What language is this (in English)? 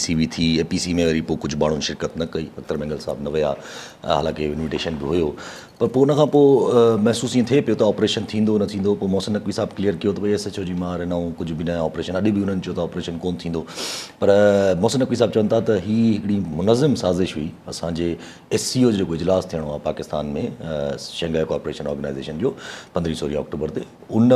Sindhi